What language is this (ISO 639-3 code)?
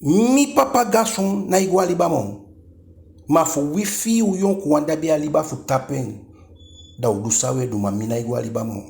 djk